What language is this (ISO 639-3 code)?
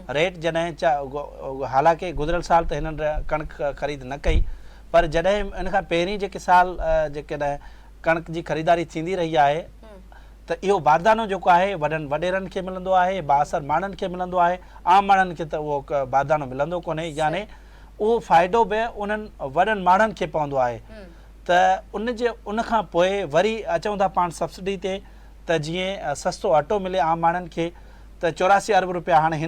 snd